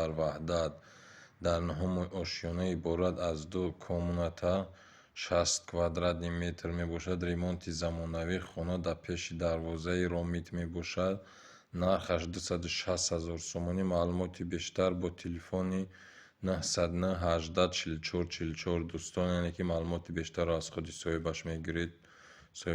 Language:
Tajik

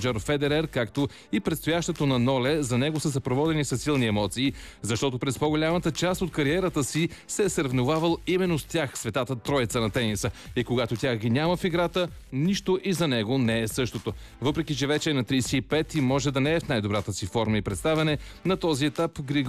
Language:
Bulgarian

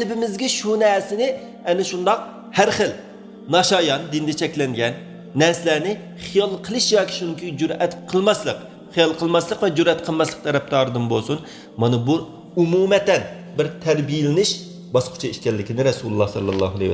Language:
Uyghur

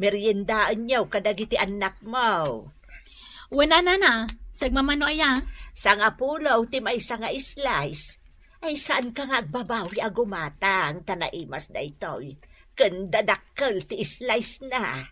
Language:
Iloko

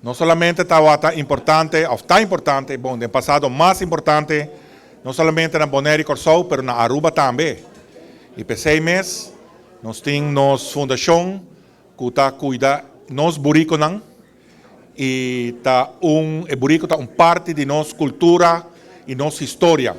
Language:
Papiamento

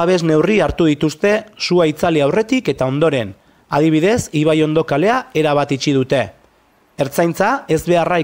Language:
Basque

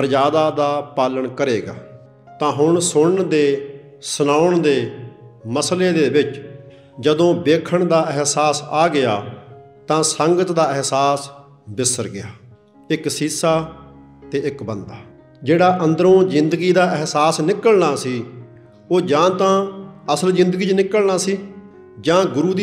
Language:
Punjabi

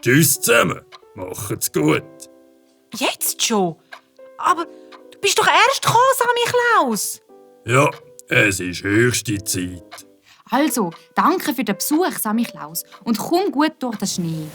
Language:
Swiss German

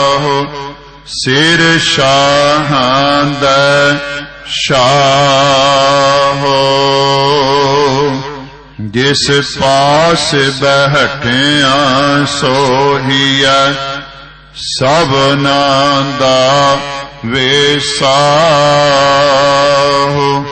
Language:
Punjabi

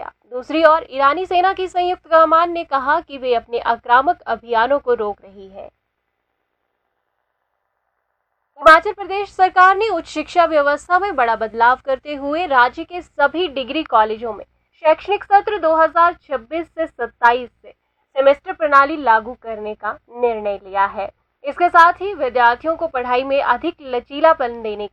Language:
Hindi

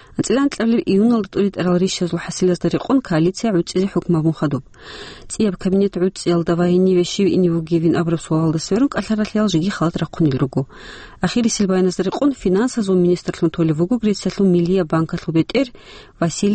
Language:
Avaric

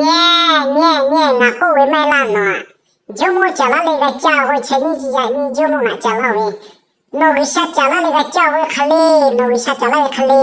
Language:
Lahu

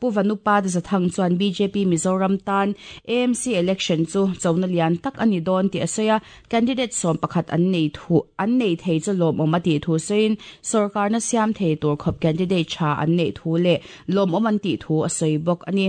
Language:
Mizo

